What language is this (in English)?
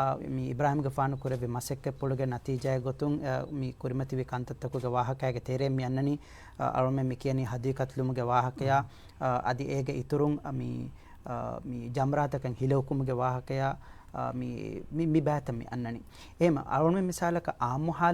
Divehi